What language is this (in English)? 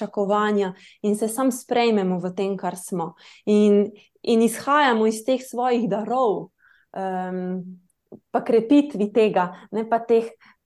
Slovenian